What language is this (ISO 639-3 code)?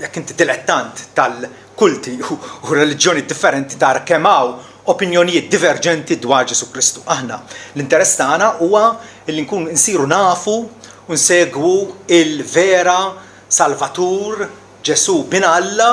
mlt